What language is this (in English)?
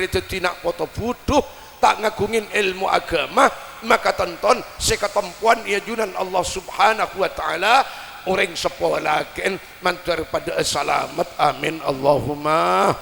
Madurese